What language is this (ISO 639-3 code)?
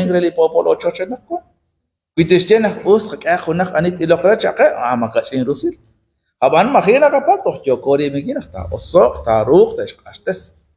kek